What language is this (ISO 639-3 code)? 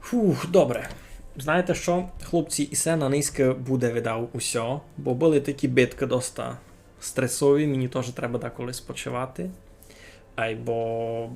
rue